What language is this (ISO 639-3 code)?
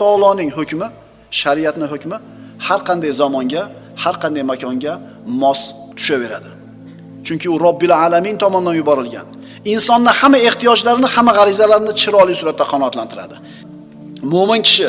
uzb